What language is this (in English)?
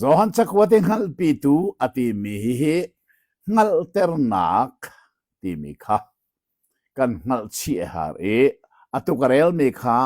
Hakha Chin